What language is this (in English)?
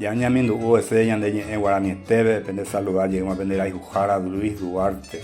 Guarani